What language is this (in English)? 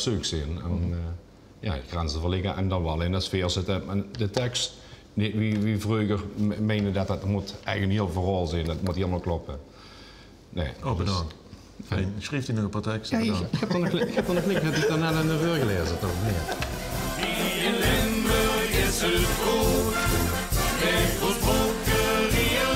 Limburgish